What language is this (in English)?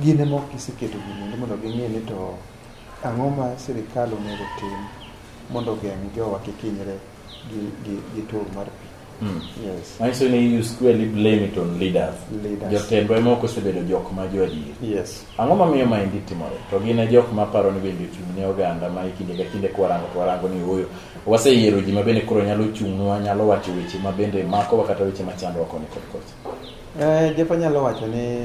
Luo (Kenya and Tanzania)